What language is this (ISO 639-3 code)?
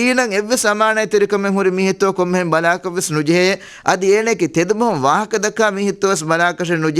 div